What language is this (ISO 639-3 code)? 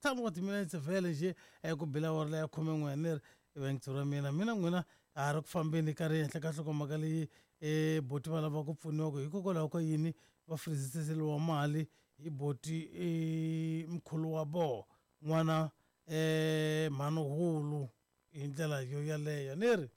tso